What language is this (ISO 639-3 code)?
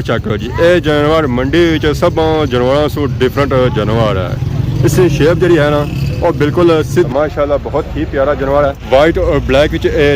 phr